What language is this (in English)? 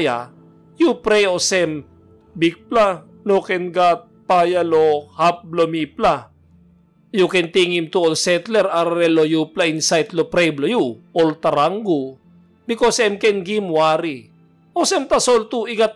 Tok Pisin